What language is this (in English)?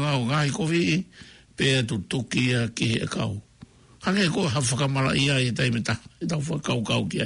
Tongan